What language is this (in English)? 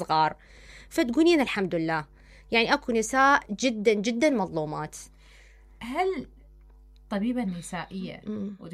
Mesopotamian Arabic